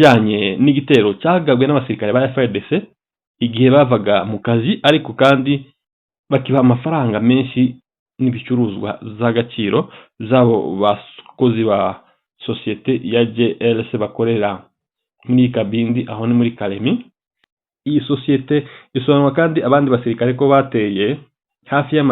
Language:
Kinyarwanda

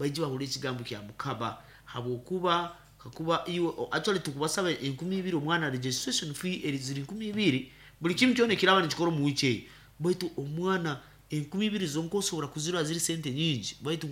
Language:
Nyankole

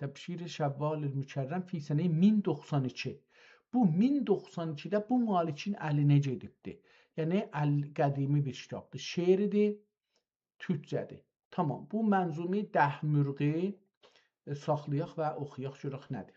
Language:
South Azerbaijani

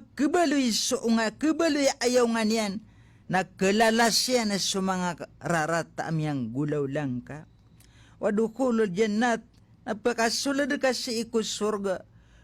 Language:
Maranao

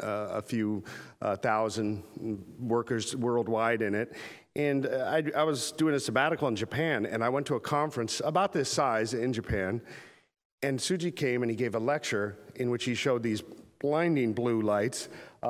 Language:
English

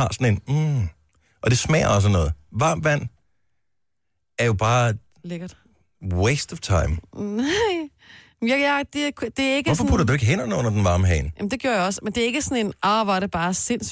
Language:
Danish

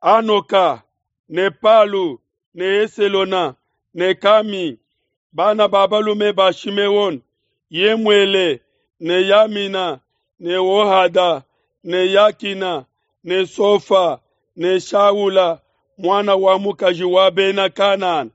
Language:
Luba-Lulua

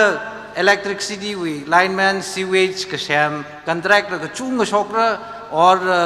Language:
Tangkhul Naga (India)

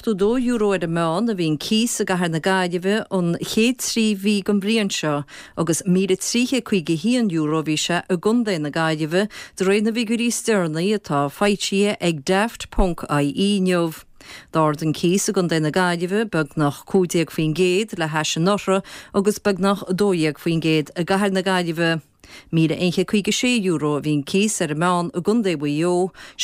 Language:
Irish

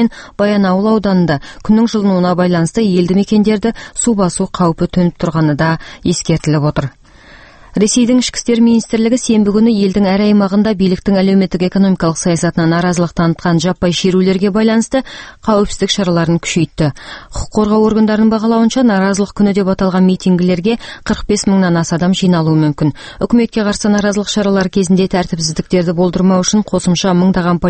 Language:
Kazakh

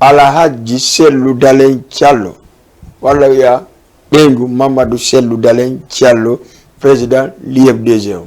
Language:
Fula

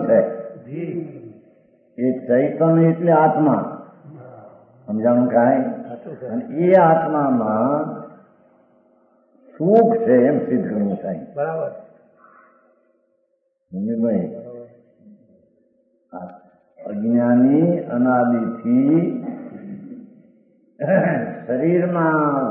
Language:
Gujarati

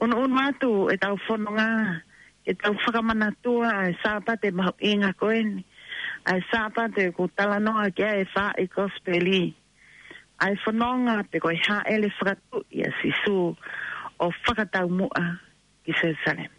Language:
Tongan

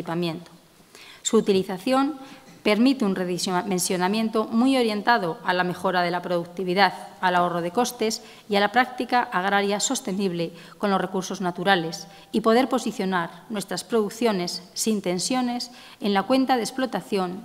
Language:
Spanish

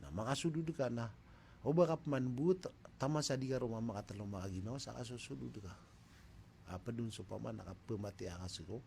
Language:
Maranao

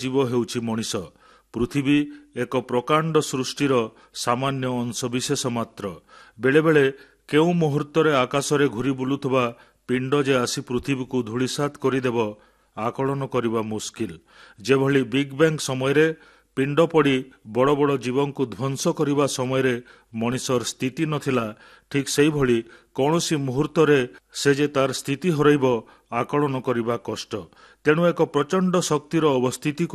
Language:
Odia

